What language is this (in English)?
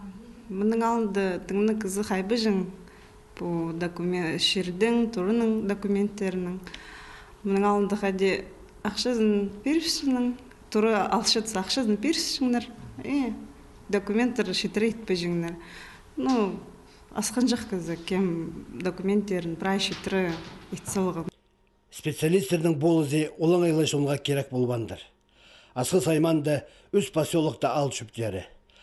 Khakas